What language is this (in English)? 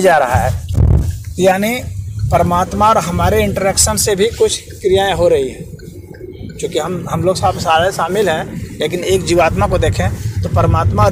Hindi